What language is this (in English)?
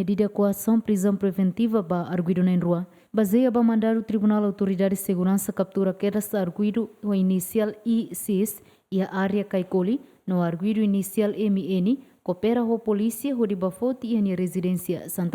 Tetum